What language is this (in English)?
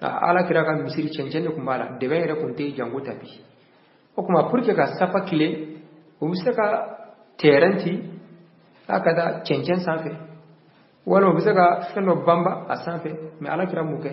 Bambara